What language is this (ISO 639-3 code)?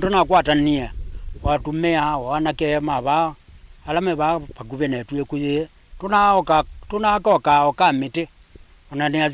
kam